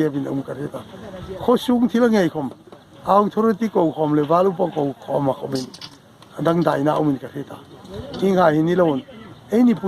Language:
Hmar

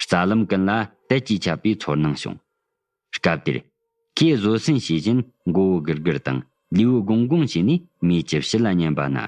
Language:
Tibetan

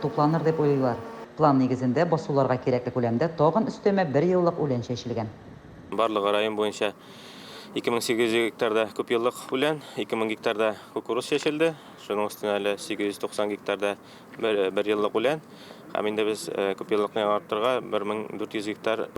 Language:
Tatar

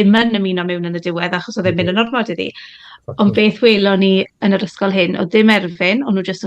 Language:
Welsh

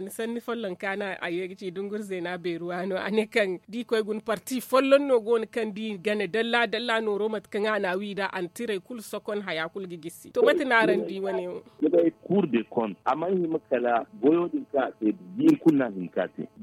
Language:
Zarma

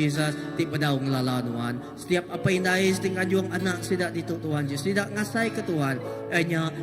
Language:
Iban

